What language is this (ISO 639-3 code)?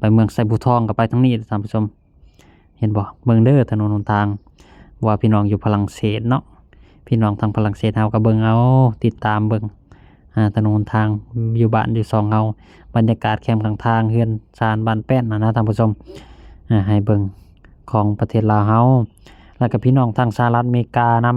lao